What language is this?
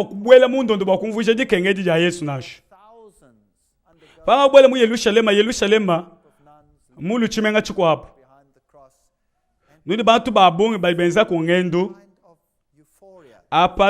Luba-Lulua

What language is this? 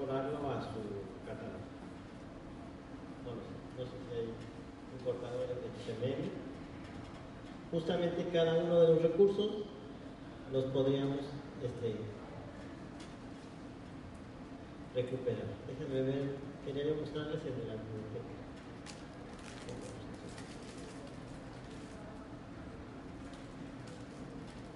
Spanish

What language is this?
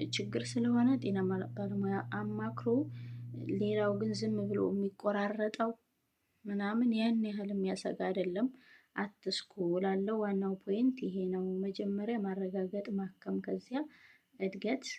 Amharic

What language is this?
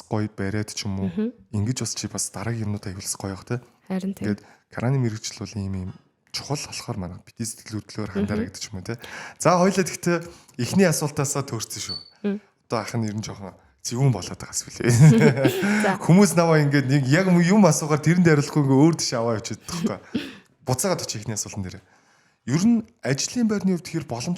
Mongolian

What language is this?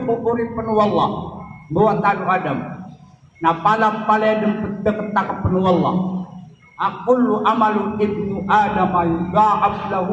Maranao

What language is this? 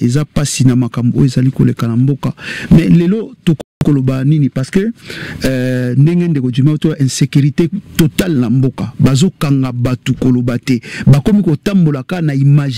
Lingala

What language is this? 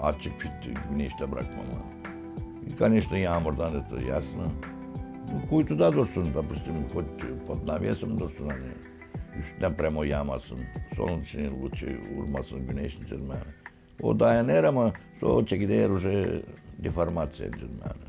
Gagauz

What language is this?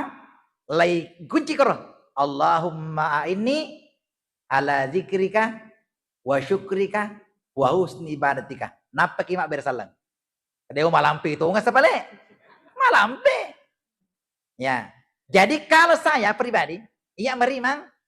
Buginese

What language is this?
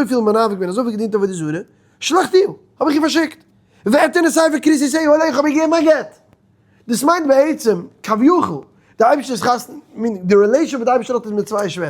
Yiddish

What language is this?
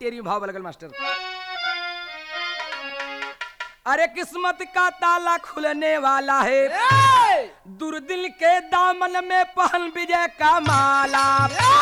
Bhojpuri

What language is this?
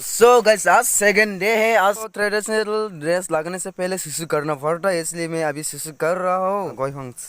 Dimasa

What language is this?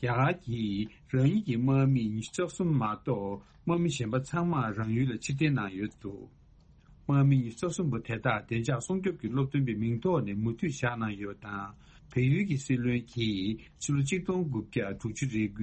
Tibetan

